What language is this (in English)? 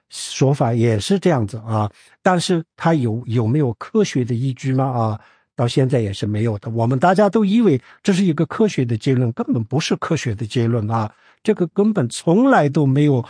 Chinese